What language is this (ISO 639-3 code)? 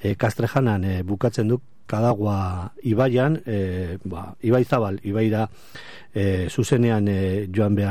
eus